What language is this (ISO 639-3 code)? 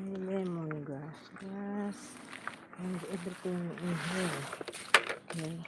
hil